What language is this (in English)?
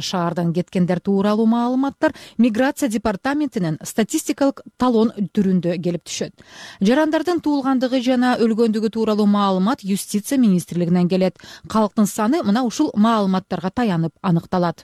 Kyrgyz